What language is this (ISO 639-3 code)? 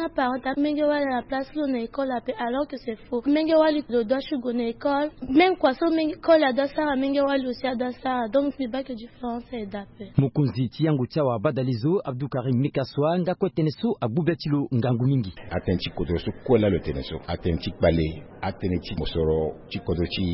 sag